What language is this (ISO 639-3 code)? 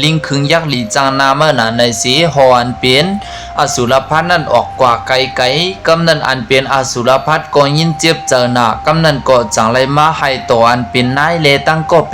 shn